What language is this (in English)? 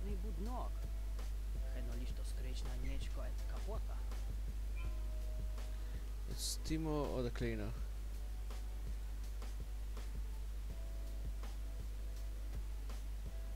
English